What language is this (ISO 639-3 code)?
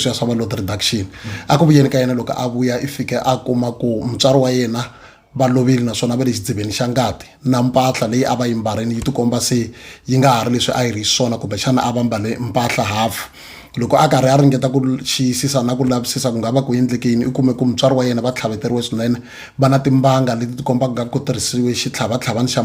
tso